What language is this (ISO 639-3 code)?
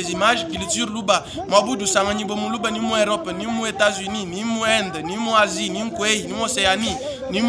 lua